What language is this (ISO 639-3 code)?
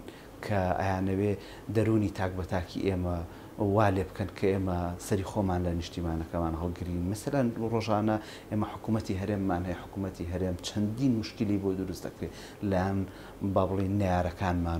ckb